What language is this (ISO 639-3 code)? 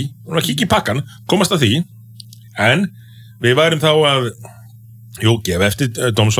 isl